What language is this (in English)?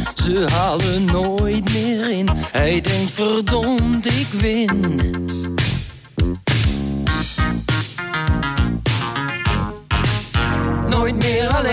Dutch